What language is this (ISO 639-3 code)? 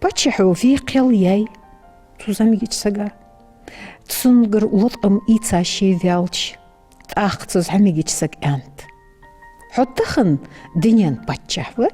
inh